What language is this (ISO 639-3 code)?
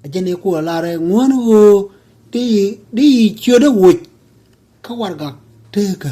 nus